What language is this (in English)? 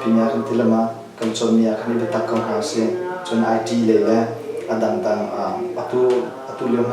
Hakha Chin